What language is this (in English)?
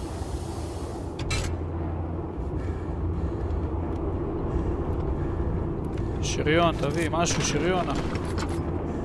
Hebrew